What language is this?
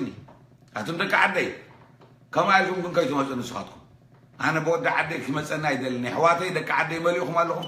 Tigrinya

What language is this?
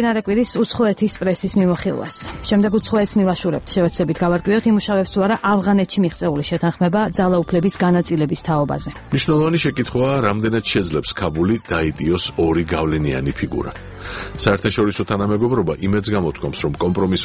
Georgian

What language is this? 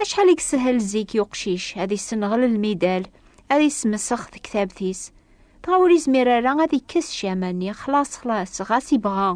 Kabyle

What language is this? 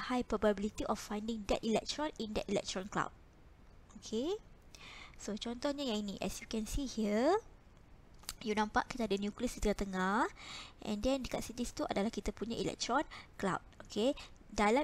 Malay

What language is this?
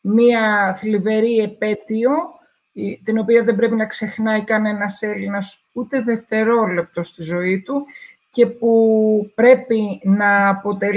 Greek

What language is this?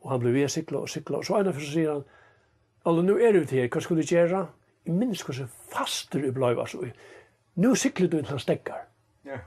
Faroese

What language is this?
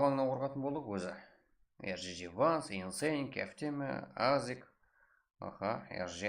Kara-Kalpak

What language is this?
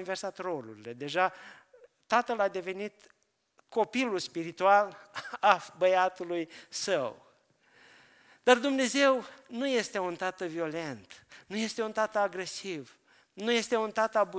Romanian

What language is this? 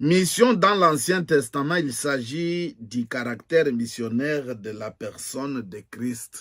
Luba-Lulua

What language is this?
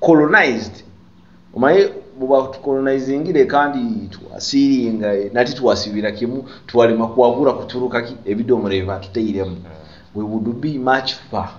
Nyoro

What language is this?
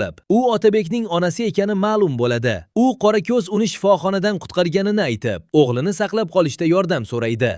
Uzbek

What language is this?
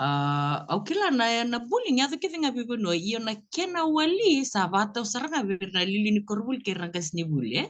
Fijian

